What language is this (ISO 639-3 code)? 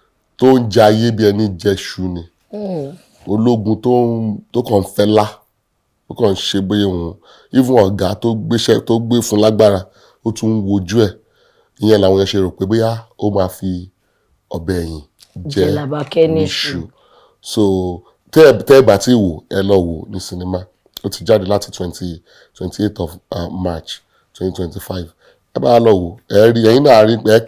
yor